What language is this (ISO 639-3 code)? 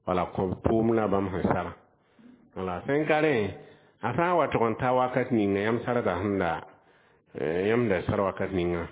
mos